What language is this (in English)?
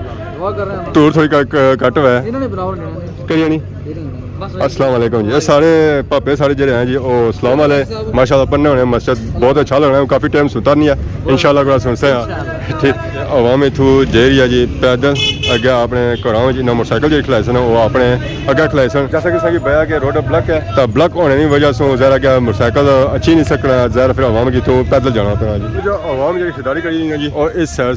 Pahari-Potwari